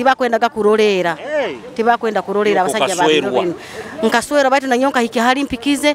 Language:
Nyoro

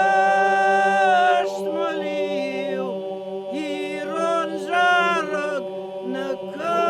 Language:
Ossetic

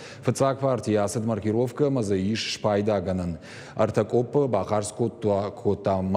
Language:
Ossetic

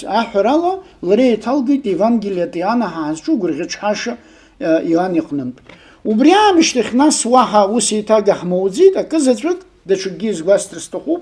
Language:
Abkhazian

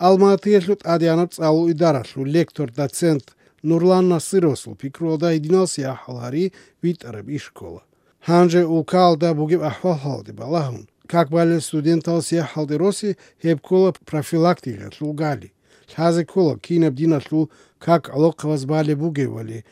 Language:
Avaric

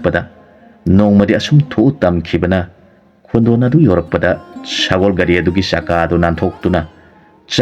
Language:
Manipuri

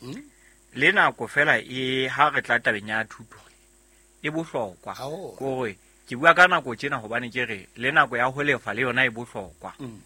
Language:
Southern Sotho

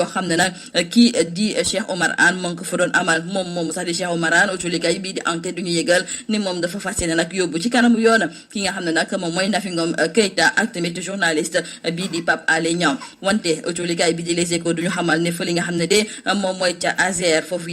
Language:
Wolof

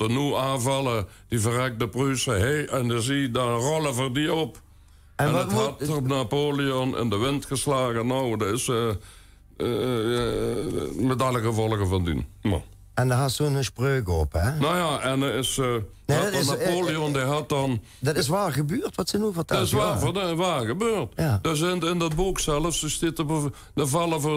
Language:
Limburgish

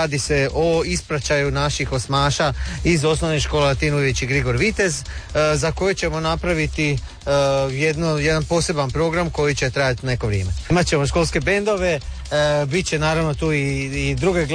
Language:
Croatian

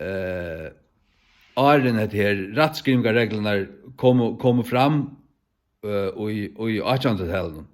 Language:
Faroese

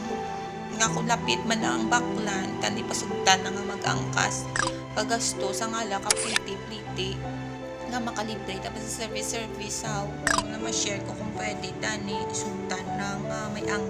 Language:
Hiligaynon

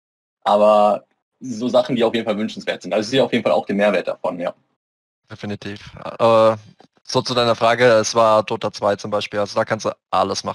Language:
German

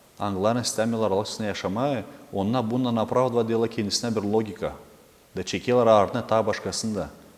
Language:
Gagauz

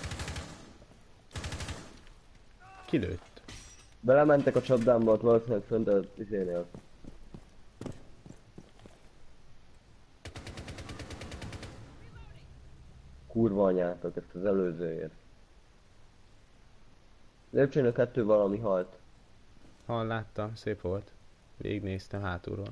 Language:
Hungarian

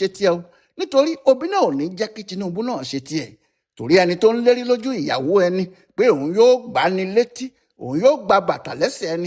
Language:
Yoruba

